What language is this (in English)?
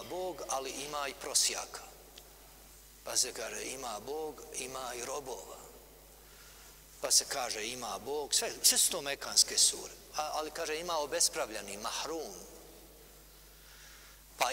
Bosnian